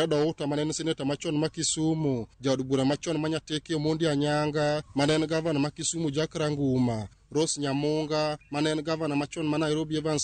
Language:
Luo (Kenya and Tanzania)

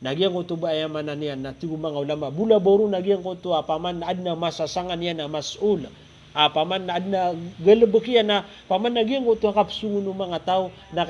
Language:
Maranao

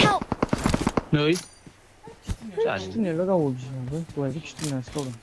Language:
Bodo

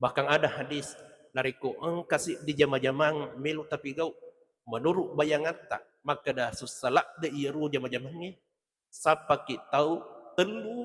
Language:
Buginese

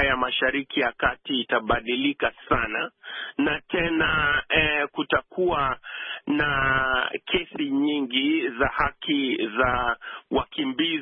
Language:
Swahili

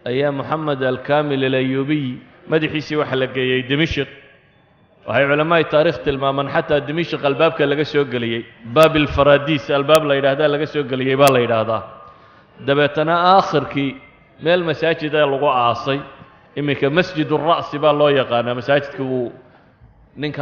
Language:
Somali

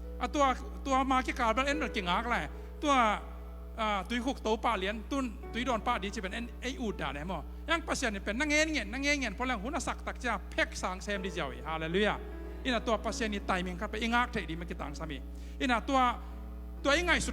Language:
Tedim Chin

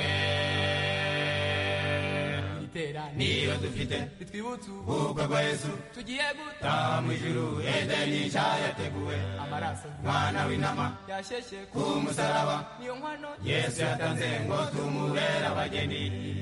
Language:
Kinyarwanda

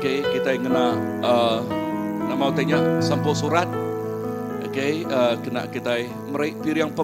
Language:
Iban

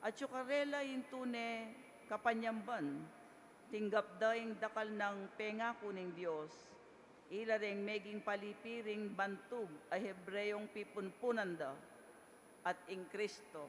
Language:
Pampanga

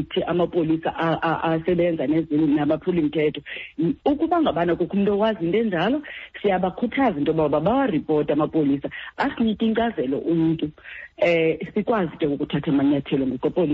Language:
Xhosa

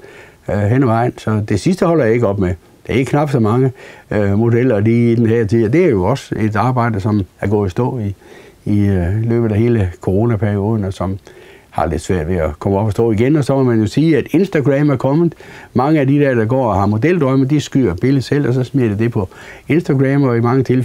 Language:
Danish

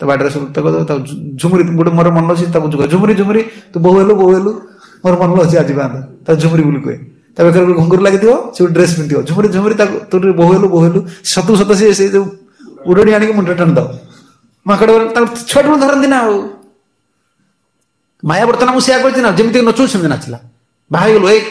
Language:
Odia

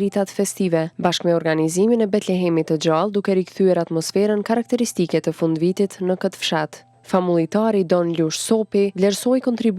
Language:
Albanian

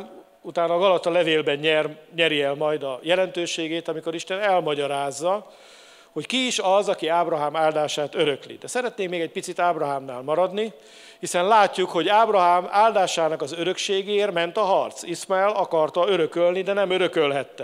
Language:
Hungarian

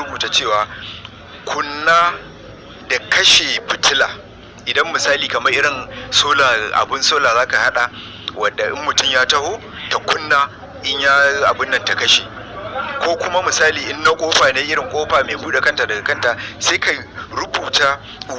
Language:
Hausa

